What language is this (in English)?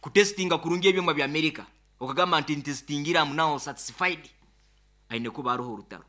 Nyankole